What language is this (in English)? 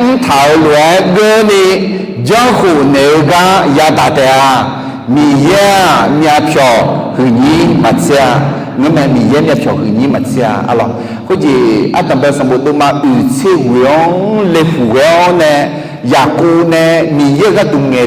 Akha